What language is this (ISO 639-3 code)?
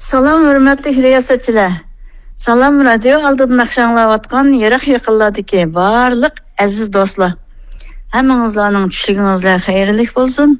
uig